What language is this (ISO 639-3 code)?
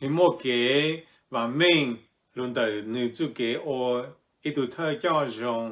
hmn